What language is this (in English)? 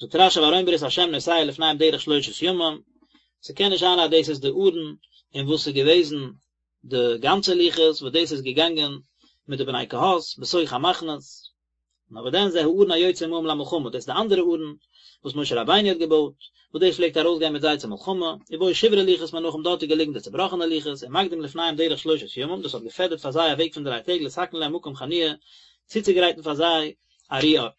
Yiddish